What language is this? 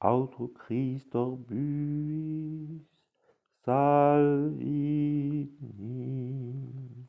Breton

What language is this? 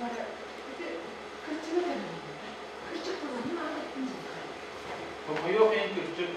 Yakut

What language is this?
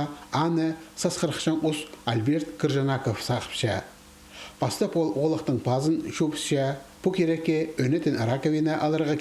Khakas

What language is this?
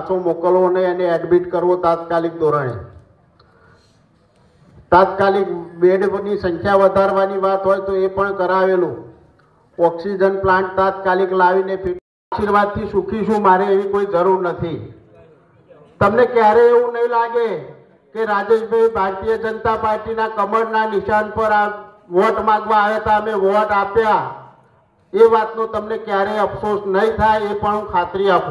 Gujarati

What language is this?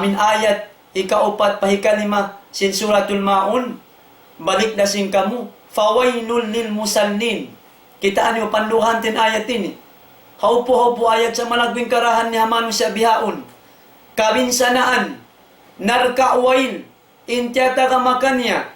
Tausug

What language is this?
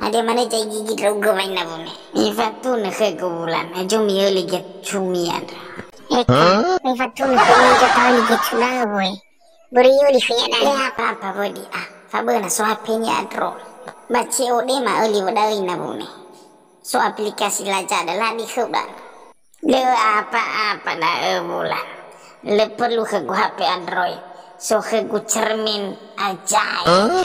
Nias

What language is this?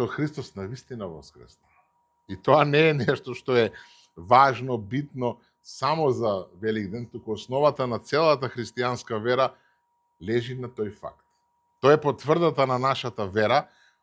Macedonian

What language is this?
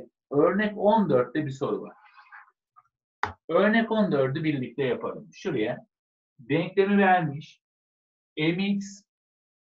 Turkish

